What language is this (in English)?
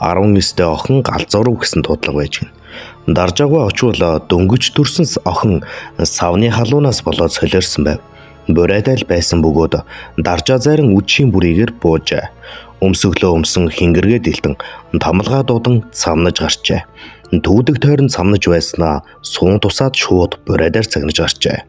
Mongolian